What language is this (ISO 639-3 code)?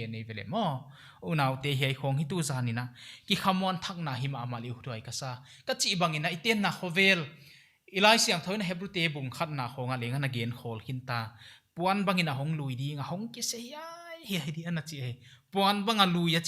pck